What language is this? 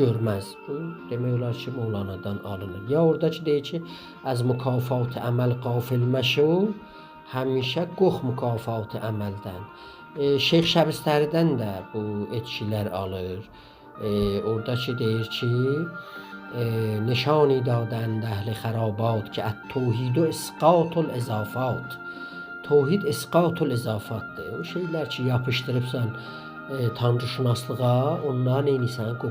South Azerbaijani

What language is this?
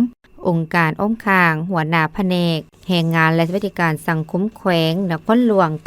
Lao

